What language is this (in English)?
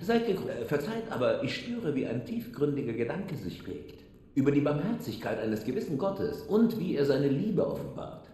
Bavarian